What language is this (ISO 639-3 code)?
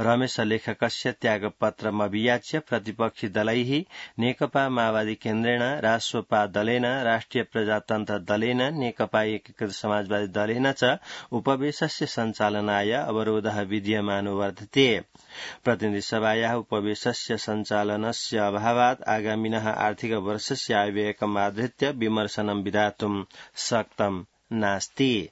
san